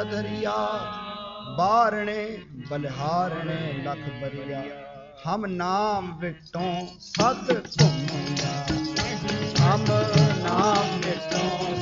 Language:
Punjabi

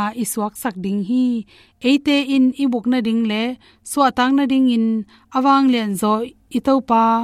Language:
Tedim Chin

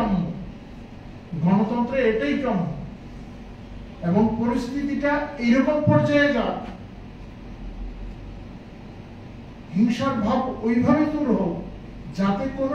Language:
Bangla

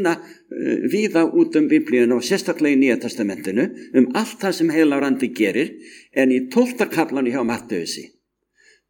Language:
Icelandic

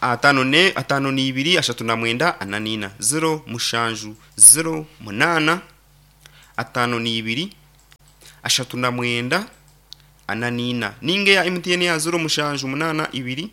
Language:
Nyankole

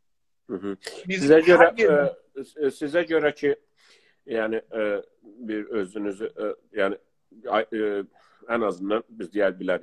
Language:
South Azerbaijani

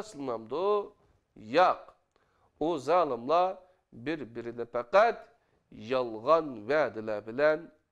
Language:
Uyghur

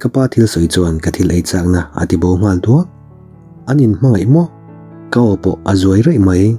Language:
Mizo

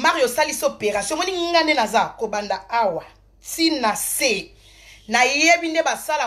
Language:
Lingala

